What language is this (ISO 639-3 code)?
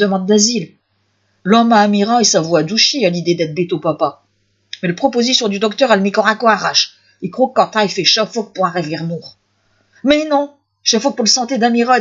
pcd